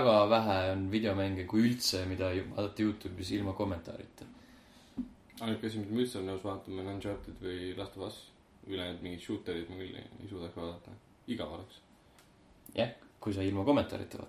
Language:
Estonian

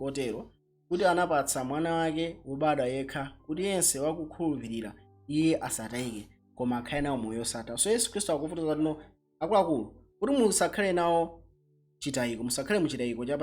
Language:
Nyanja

